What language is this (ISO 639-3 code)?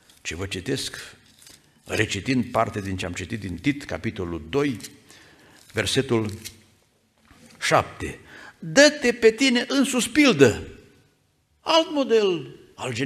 ron